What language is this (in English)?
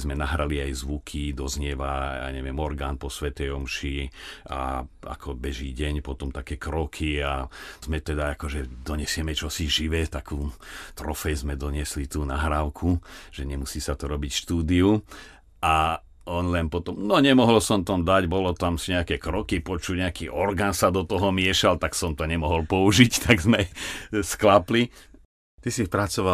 Slovak